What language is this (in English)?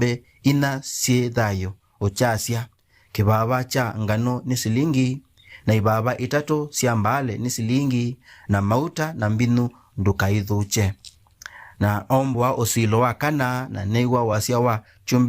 Kamba